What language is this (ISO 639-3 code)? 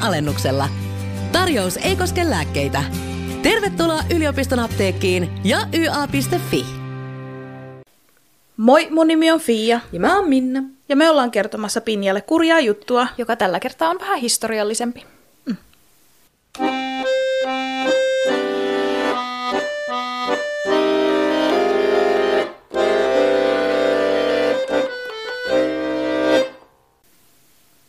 fin